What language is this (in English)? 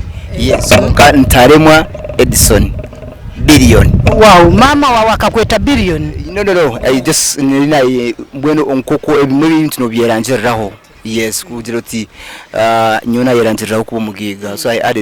Nyankole